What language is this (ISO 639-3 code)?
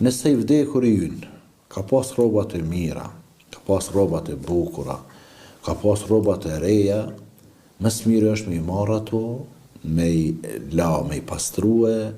sqi